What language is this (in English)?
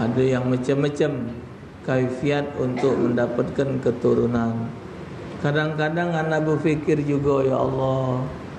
Musi